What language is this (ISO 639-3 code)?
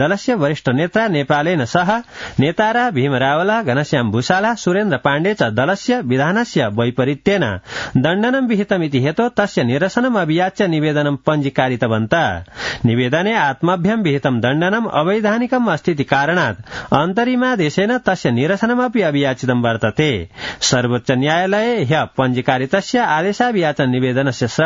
san